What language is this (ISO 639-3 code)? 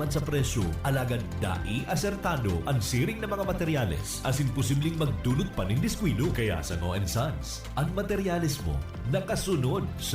bik